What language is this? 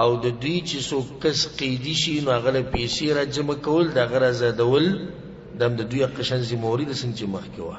Pashto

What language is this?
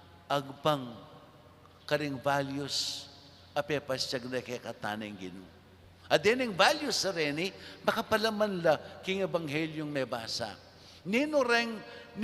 Pampanga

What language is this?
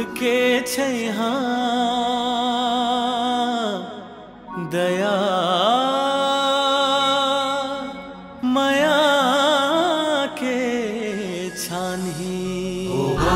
Chhattisgarhi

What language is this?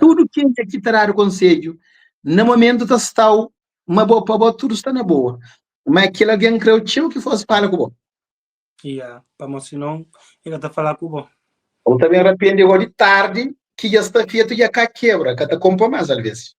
Kabuverdianu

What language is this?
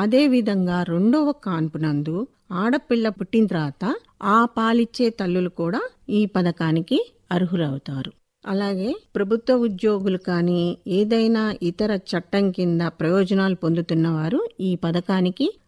Telugu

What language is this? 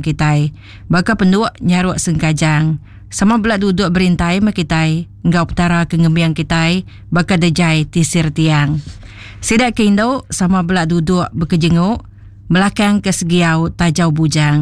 Iban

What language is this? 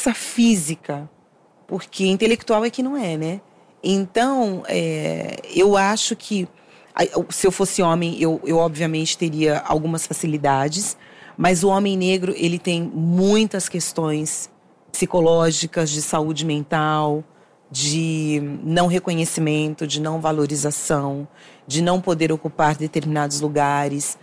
Portuguese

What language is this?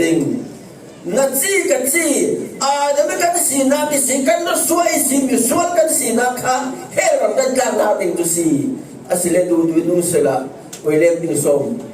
Falam Chin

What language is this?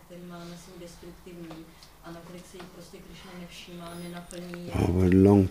Czech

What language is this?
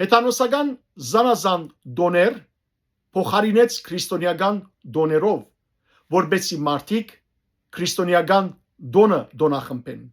Western Armenian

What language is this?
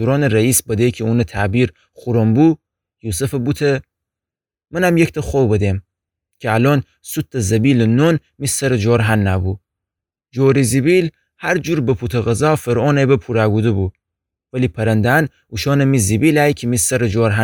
Gilaki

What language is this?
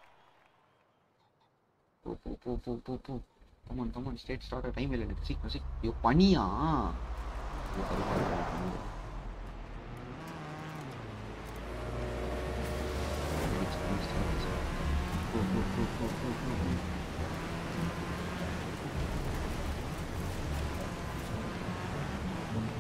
Tamil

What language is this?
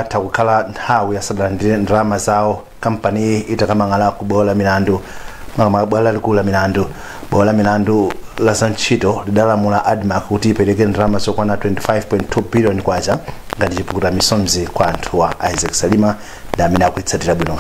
Nyanja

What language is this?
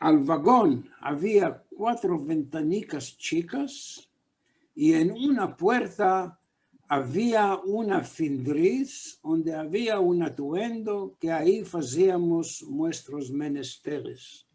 Ladino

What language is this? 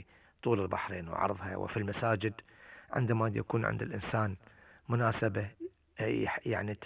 Gulf Arabic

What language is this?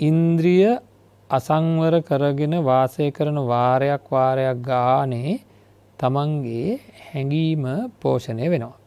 Sinhala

